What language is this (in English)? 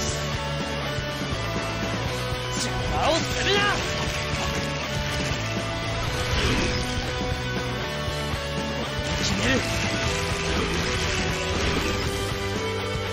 Japanese